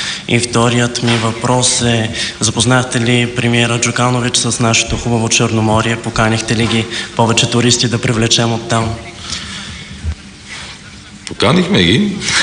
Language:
Bulgarian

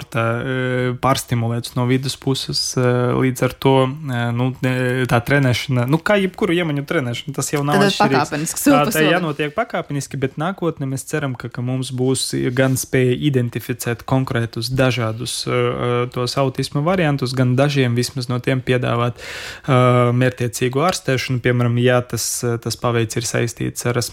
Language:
Latvian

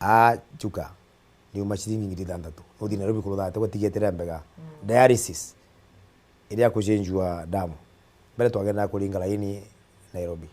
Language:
Meru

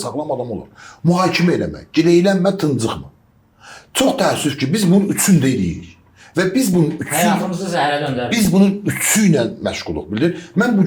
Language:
Azerbaijani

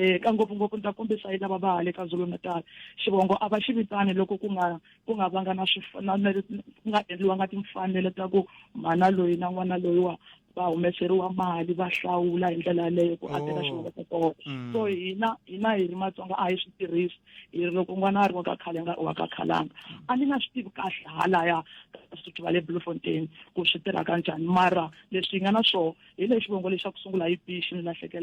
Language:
Tsonga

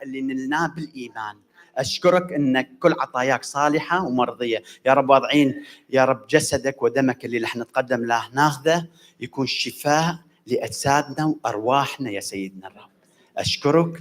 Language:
Mesopotamian Arabic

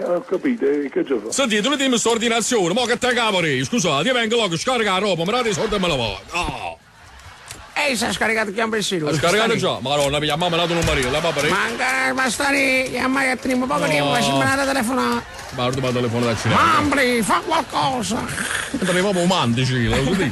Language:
Neapolitan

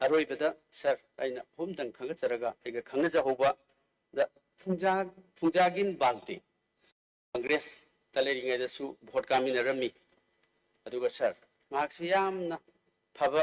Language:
Manipuri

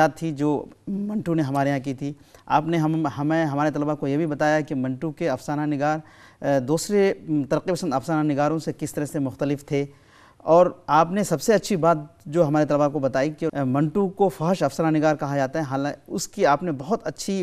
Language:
Urdu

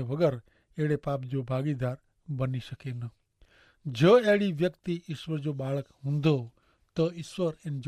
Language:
Kachhi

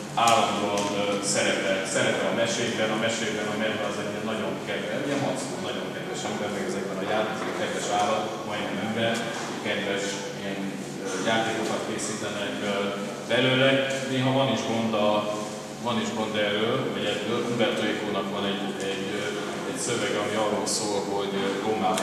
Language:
Hungarian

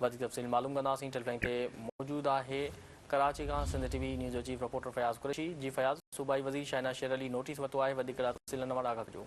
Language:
Sindhi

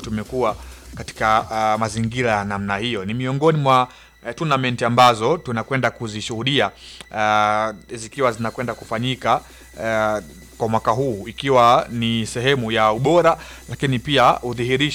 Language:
Swahili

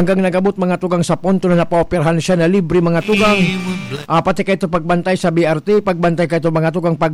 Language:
Bikol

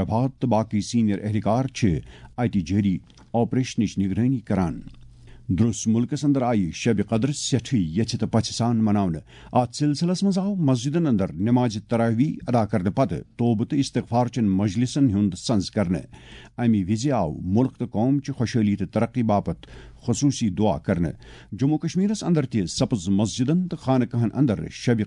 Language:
Kashmiri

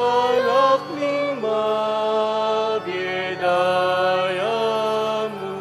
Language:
Pampanga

